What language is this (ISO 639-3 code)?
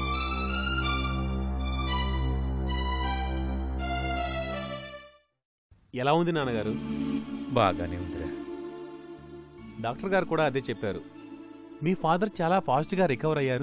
tel